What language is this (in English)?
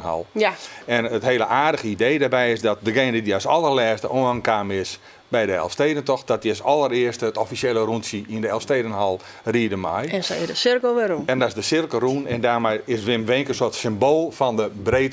Western Frisian